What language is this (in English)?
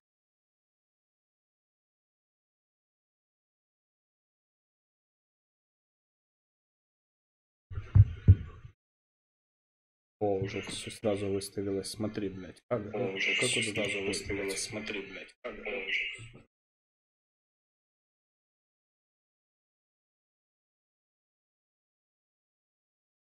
Russian